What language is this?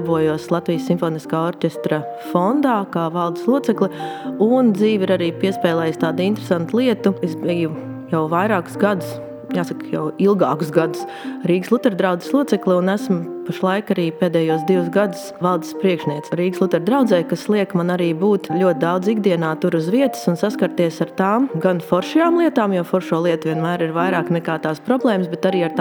Latvian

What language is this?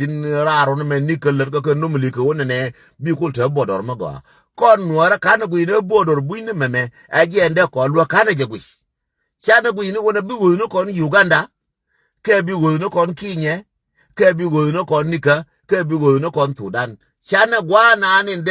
Nuer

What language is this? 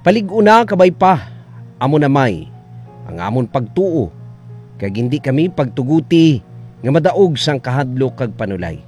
Hiligaynon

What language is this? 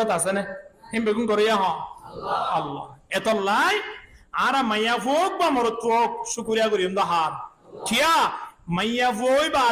Rohingya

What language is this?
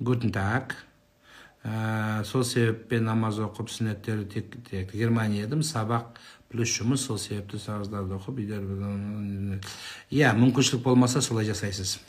Kazakh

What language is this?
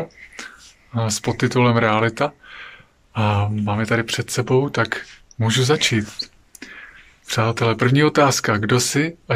Czech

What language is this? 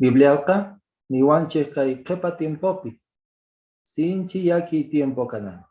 Quechua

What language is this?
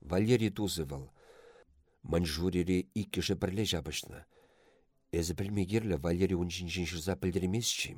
Chuvash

